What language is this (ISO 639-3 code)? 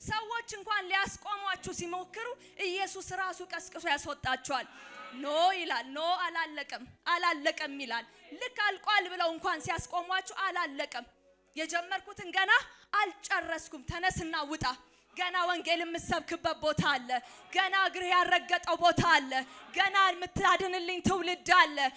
amh